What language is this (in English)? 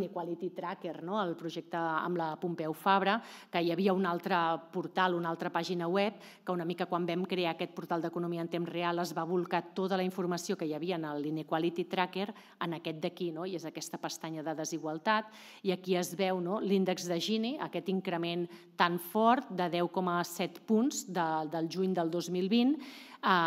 Catalan